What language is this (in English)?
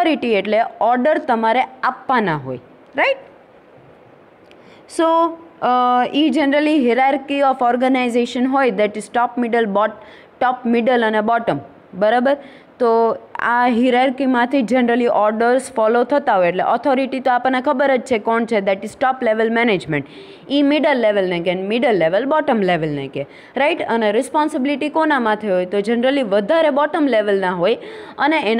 Gujarati